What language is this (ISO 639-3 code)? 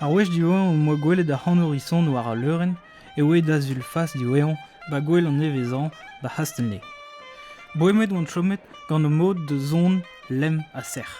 bre